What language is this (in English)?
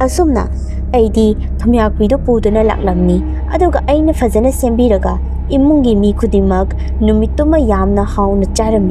Manipuri